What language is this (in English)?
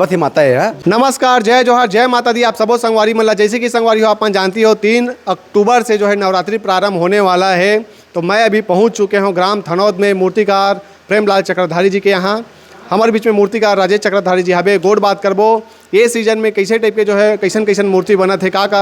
Chhattisgarhi